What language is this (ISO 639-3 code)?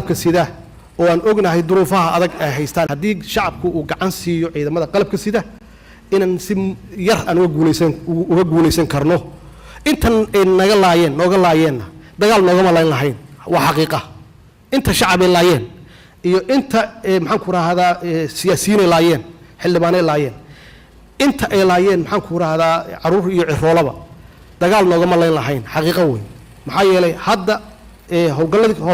som